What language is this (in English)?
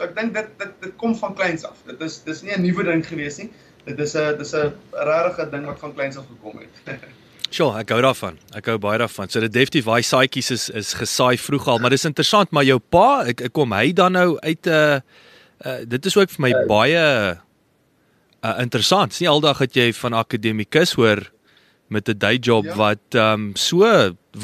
Afrikaans